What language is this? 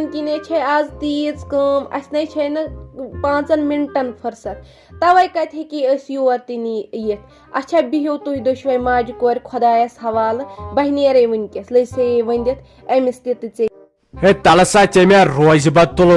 Kashmiri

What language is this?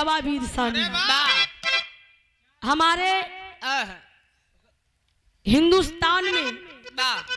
Bhojpuri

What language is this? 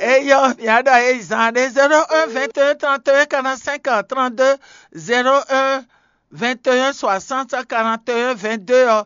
Fon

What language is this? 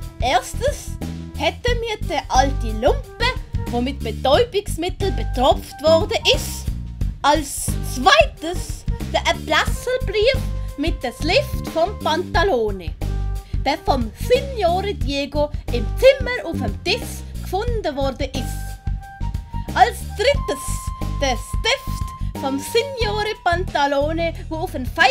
Swiss German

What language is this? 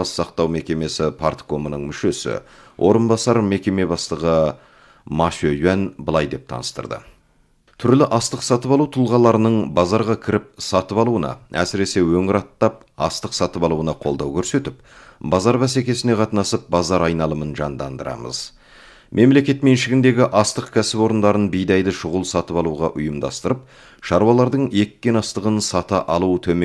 Kazakh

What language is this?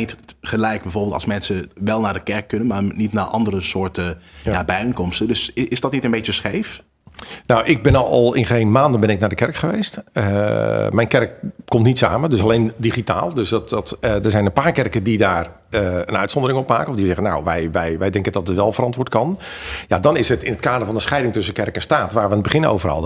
Dutch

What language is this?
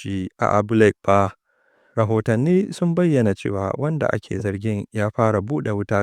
Hausa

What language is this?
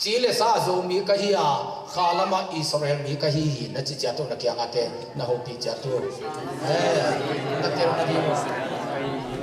Tedim Chin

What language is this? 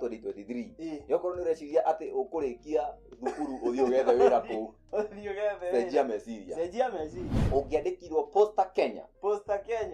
Kikuyu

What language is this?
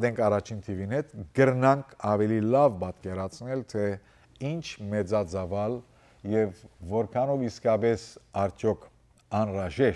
Western Armenian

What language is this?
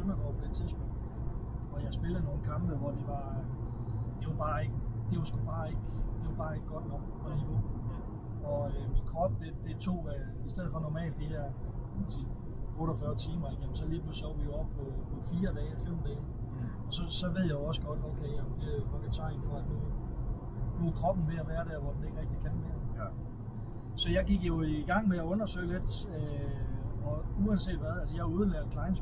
Danish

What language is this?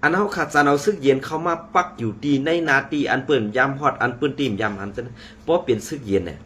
Shan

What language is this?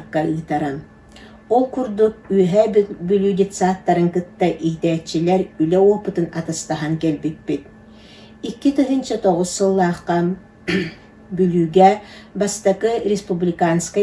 Yakut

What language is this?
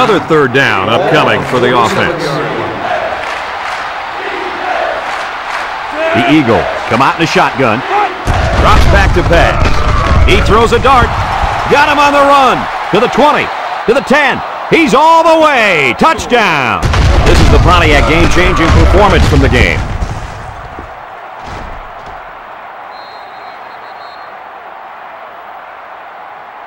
English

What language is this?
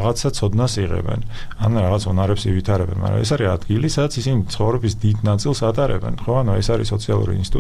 Georgian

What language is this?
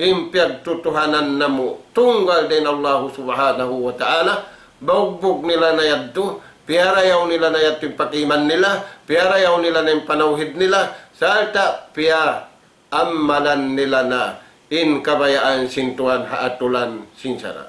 Tausug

